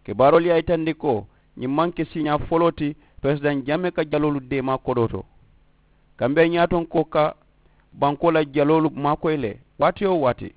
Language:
Mandingo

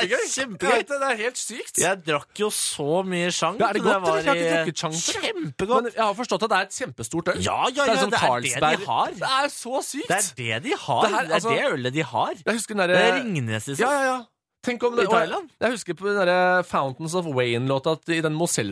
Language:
Norwegian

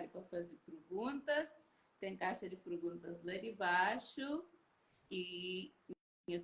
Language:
Kabuverdianu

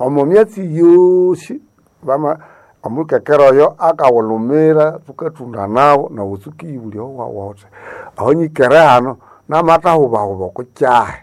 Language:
Nande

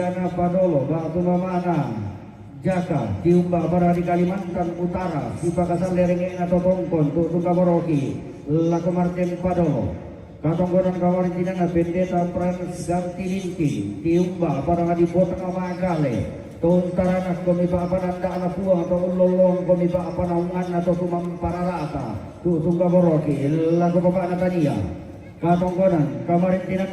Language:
Toraja-Sa'dan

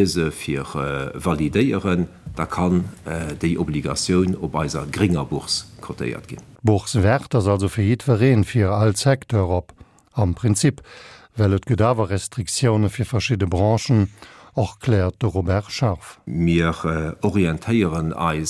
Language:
Luxembourgish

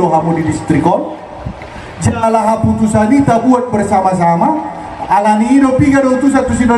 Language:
Batak Toba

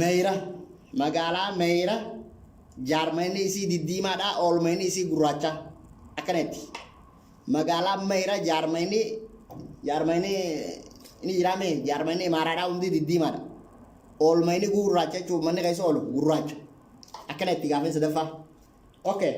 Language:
Oromo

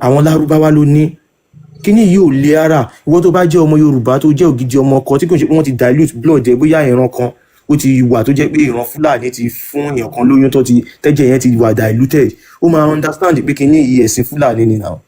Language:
Yoruba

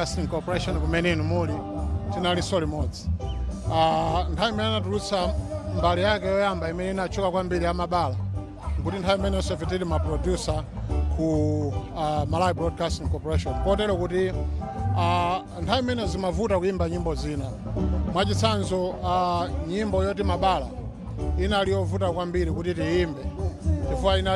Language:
Nyanja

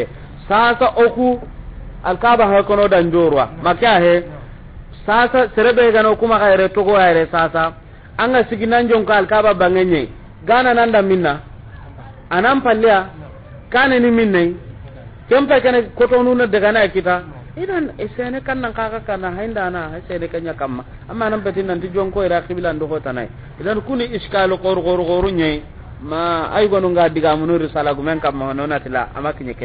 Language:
Soninke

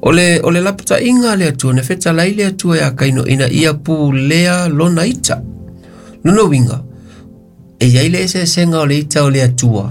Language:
Samoan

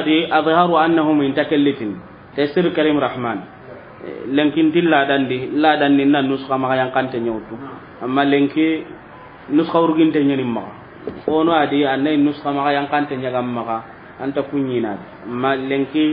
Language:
Soninke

